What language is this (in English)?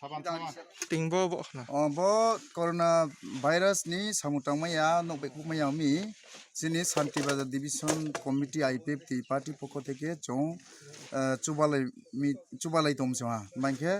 Kok Borok